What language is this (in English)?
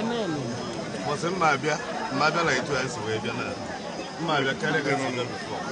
Igbo